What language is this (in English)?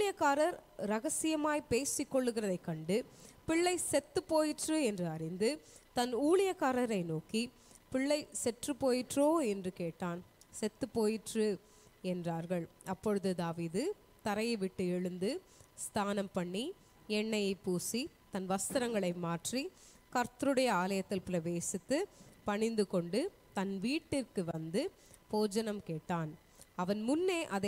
Tamil